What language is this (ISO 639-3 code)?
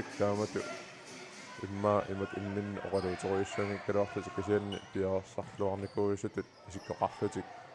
kal